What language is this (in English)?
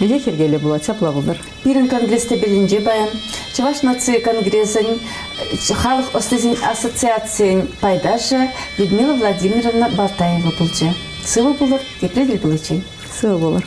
Chuvash